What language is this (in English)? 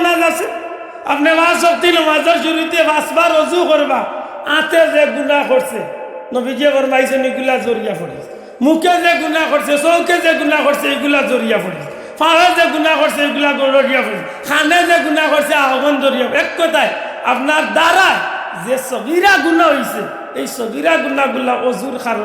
Sylheti